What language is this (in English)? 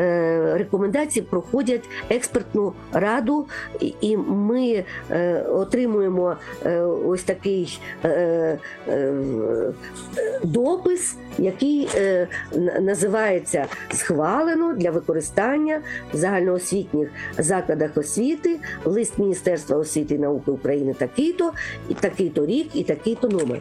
Ukrainian